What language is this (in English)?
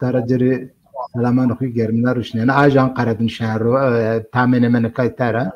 Zaza